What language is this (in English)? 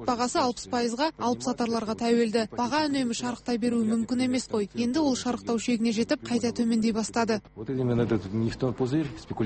Kazakh